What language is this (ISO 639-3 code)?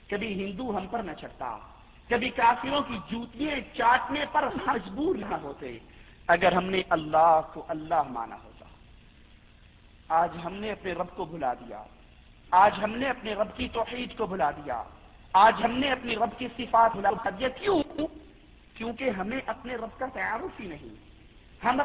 urd